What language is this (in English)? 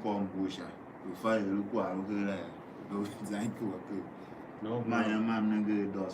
Tiv